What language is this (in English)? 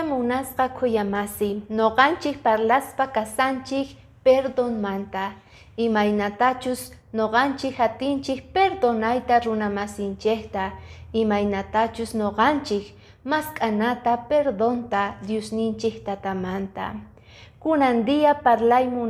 Quechua